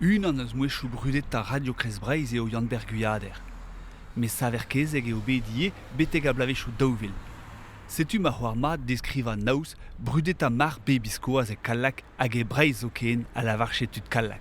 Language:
Breton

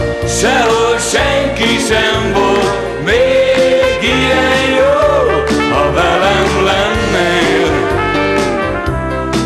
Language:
Hungarian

